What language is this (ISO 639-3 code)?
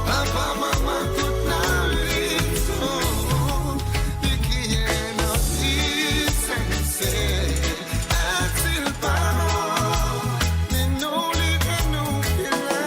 mfe